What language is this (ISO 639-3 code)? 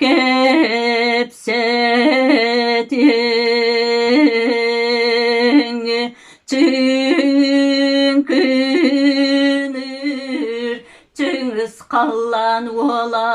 sah